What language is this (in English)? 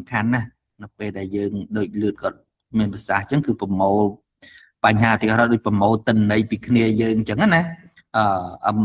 Khmer